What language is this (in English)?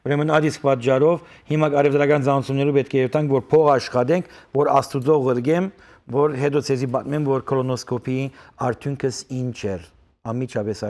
Western Armenian